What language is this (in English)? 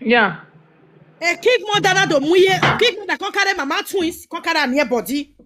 Nigerian Pidgin